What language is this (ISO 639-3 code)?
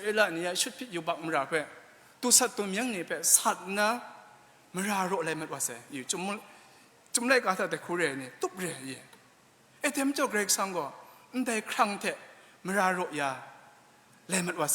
kac